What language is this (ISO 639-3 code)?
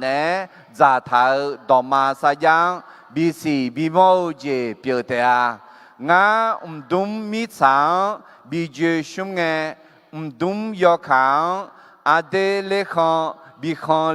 ahk